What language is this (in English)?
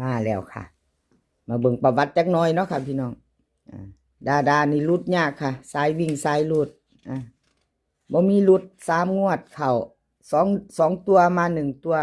Northeastern Thai